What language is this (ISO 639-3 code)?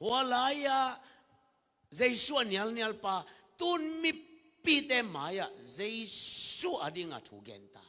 ctd